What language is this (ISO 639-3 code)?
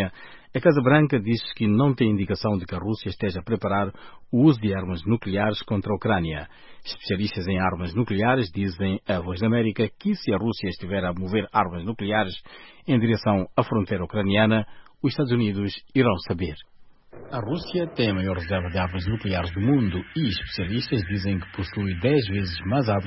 por